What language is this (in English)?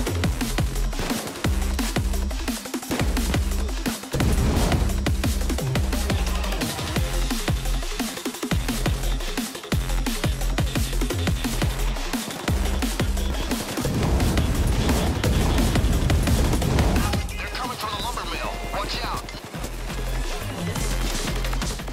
English